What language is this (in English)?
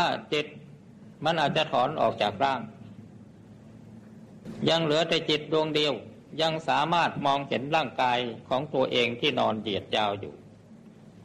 Thai